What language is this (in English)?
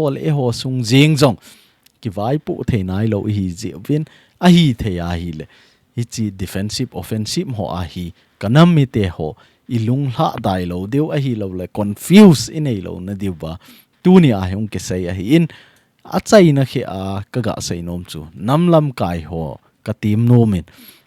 Thado Chin